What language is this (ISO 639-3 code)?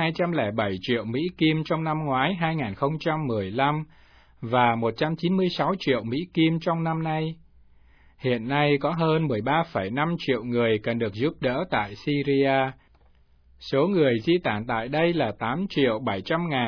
vie